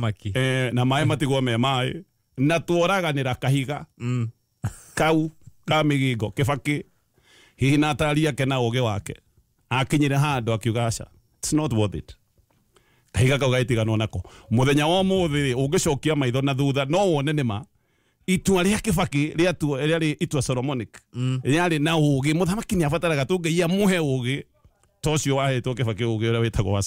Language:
Kikuyu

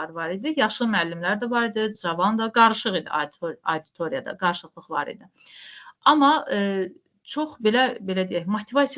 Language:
Azerbaijani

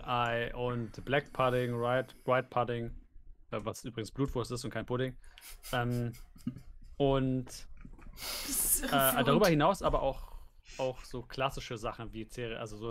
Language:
German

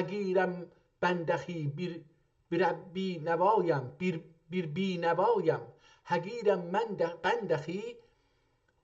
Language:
South Azerbaijani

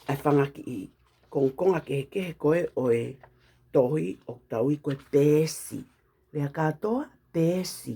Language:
Tongan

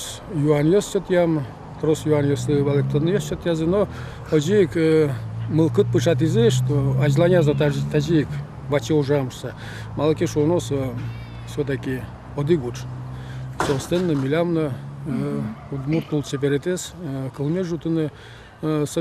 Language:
Udmurt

